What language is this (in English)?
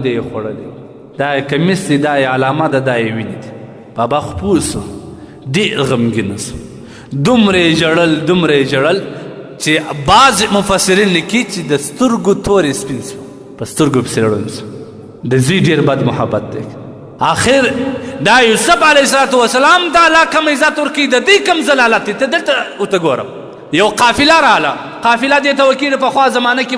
Pashto